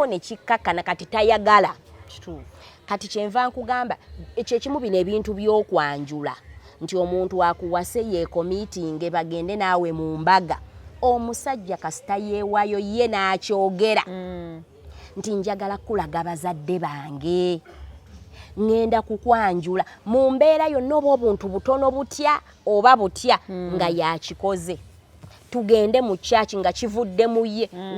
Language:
Ganda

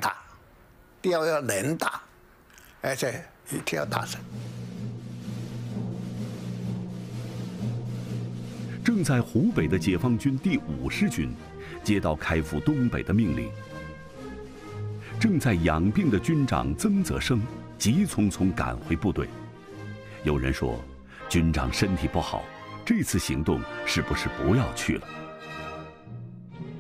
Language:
Chinese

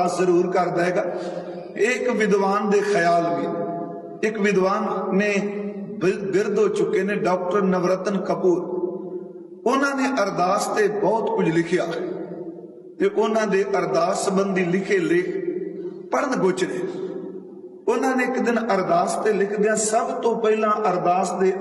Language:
Punjabi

